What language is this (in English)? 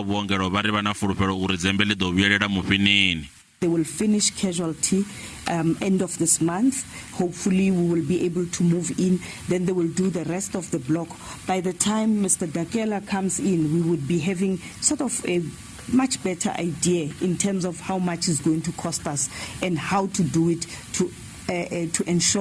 Venda